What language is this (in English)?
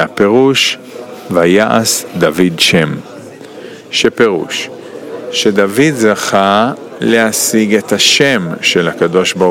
Hebrew